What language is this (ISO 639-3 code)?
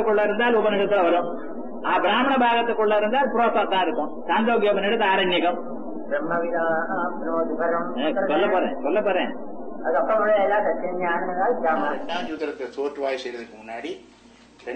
tam